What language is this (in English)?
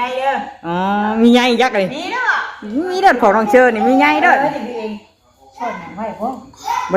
Northeastern Thai